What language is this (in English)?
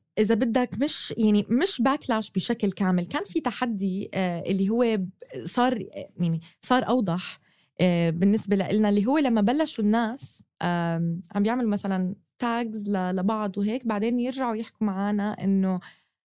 North Levantine Arabic